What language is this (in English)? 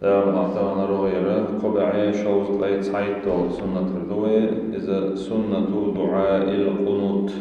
Chechen